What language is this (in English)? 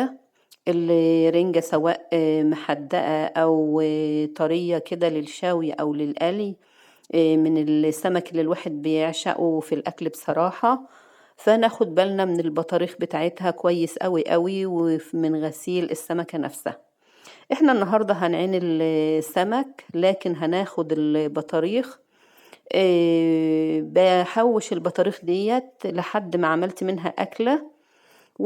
Egyptian Arabic